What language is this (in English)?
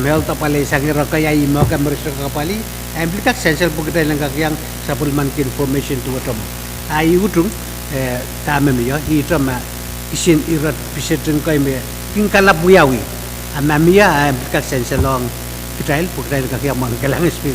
Pohnpeian